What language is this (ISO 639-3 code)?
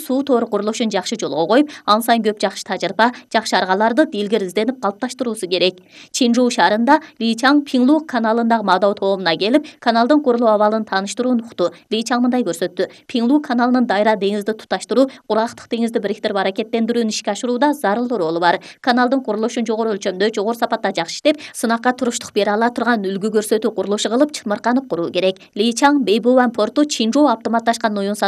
kir